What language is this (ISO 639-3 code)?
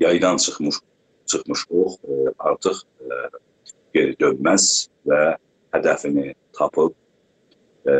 azb